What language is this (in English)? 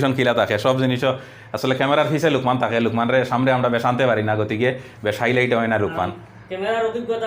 Sylheti